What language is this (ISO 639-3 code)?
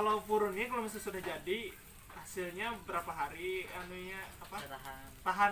bjn